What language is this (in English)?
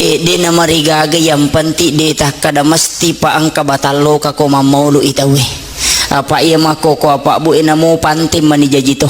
Buginese